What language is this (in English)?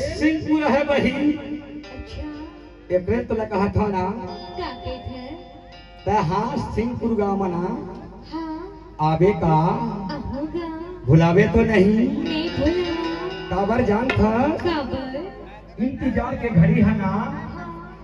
Chhattisgarhi